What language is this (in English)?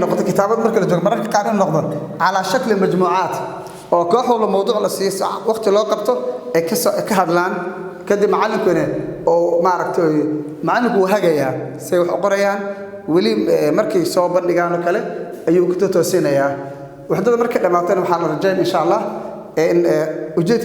Somali